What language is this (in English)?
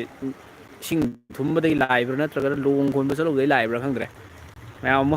Manipuri